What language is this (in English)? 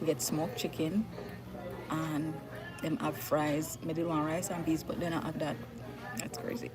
Jamaican Creole English